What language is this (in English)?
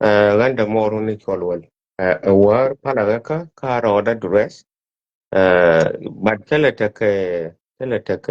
Nuer